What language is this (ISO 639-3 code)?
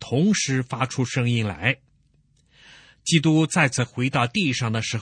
zho